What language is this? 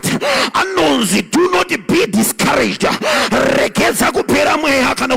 Shona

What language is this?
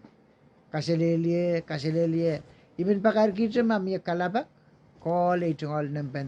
Pohnpeian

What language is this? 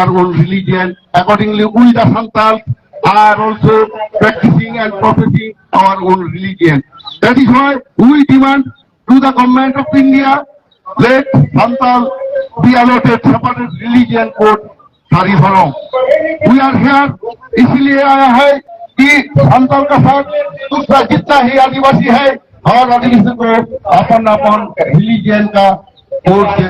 Santali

